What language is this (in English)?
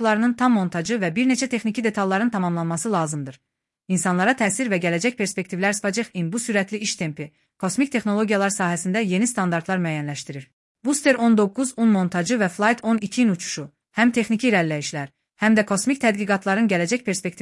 Azerbaijani